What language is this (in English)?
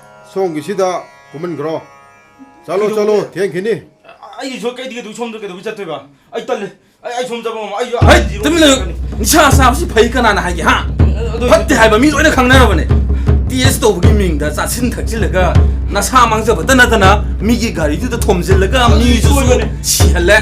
Manipuri